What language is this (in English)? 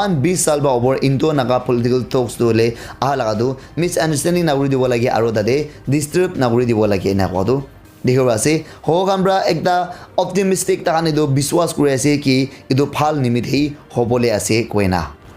Naga Pidgin